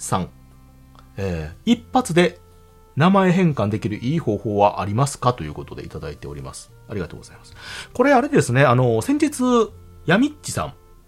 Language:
Japanese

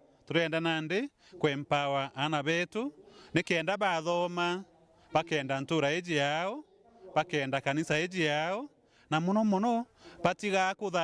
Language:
Meru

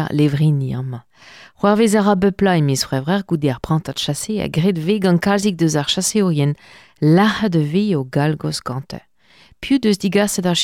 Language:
Breton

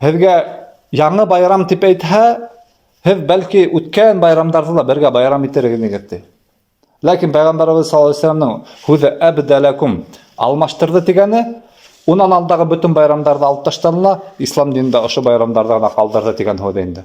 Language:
Bashkir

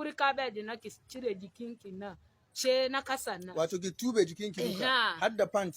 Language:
Hausa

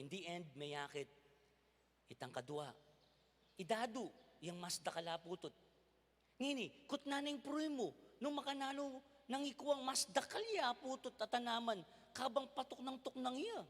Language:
Pampanga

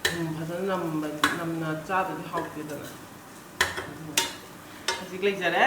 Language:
Manipuri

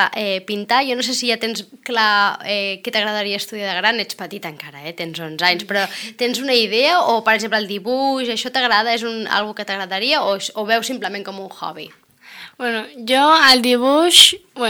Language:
Catalan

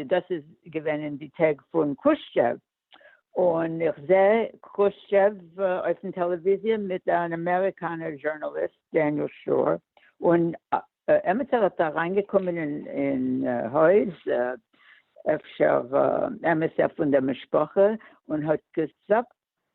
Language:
Yiddish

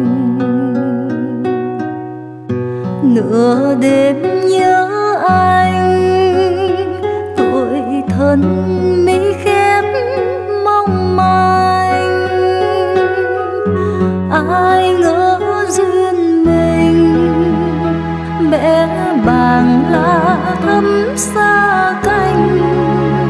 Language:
Vietnamese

